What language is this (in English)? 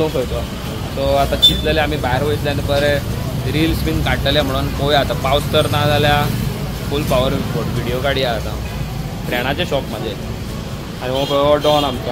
Konkani